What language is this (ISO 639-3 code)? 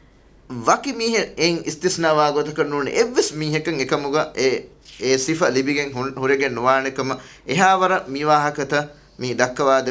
div